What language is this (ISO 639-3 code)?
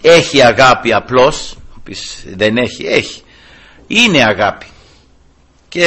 ell